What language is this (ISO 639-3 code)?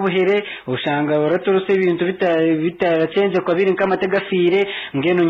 nyn